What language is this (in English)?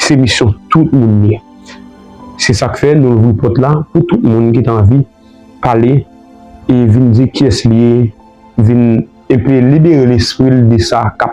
Haitian Creole